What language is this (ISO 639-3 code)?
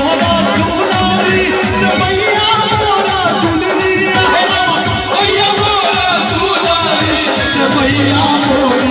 mai